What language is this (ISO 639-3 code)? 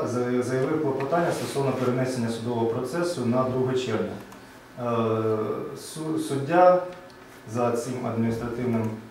ukr